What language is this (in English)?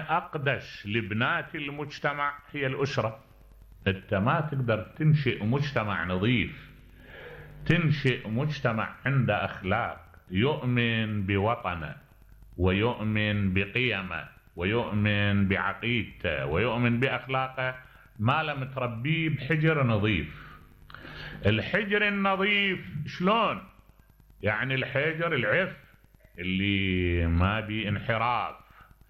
Mesopotamian Arabic